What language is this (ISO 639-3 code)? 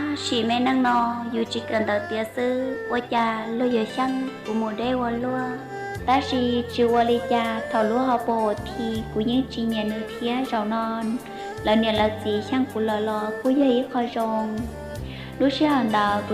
hmn